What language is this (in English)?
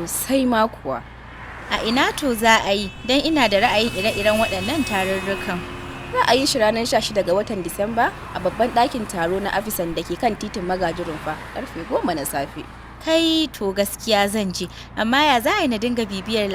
Hausa